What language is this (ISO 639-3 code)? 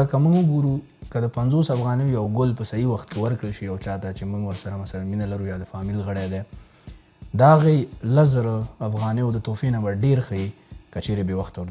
pus